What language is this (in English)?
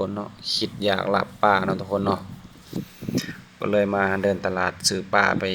Lao